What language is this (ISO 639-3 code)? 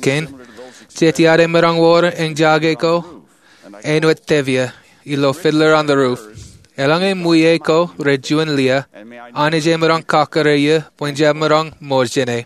mah